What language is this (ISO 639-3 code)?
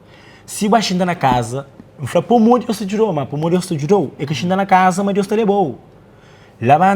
kea